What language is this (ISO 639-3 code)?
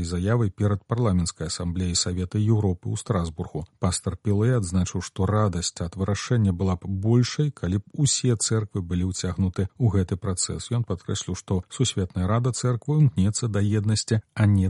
bel